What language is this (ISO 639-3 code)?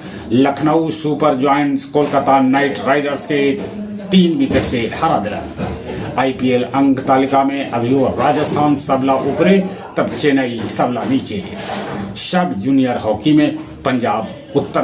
mag